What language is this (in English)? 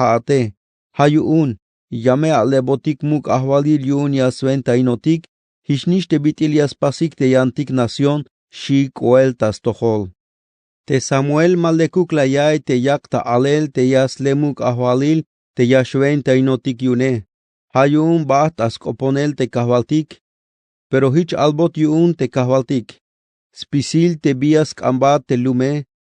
Tzeltal